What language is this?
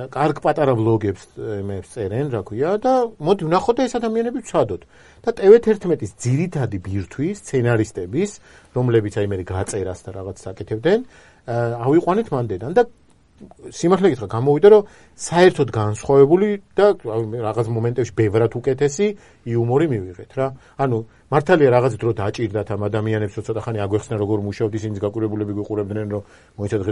Georgian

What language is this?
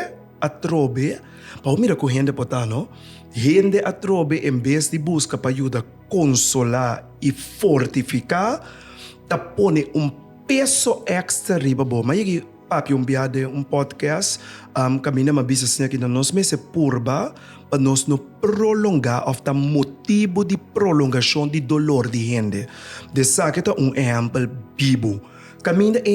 Papiamento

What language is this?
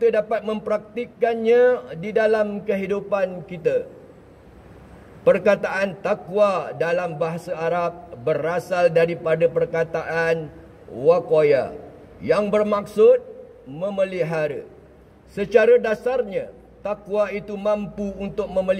Malay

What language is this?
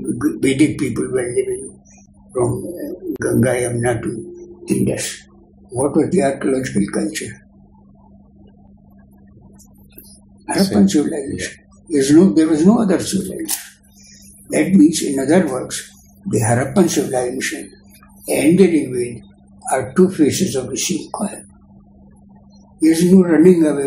English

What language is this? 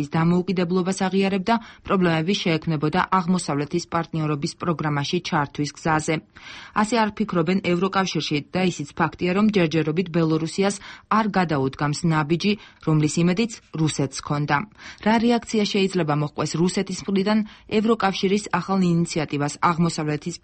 Georgian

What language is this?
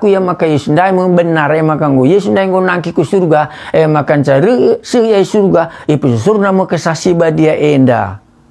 Batak Karo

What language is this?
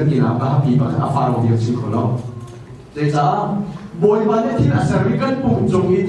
Hakha Chin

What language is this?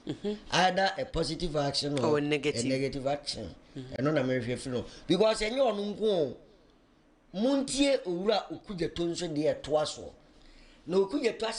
Akan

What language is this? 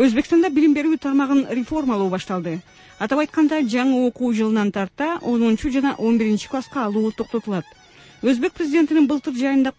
Kyrgyz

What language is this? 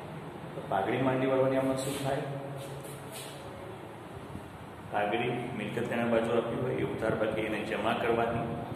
Gujarati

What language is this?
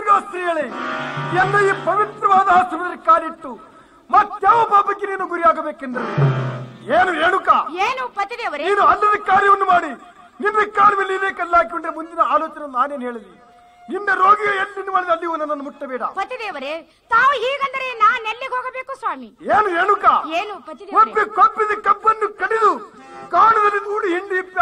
Kannada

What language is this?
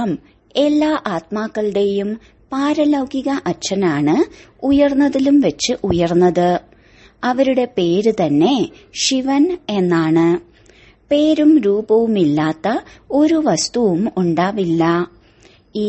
Malayalam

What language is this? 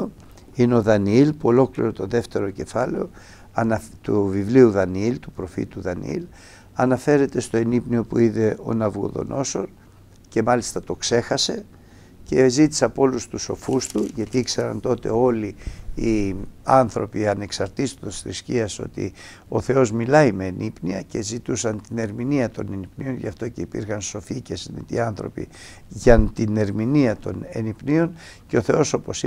Greek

